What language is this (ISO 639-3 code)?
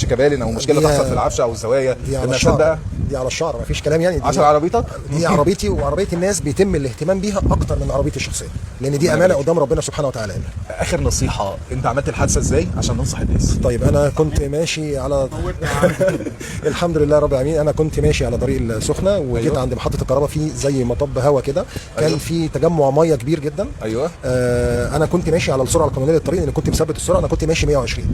arz